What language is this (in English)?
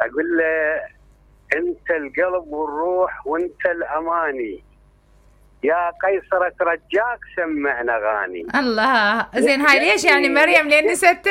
Mesopotamian Arabic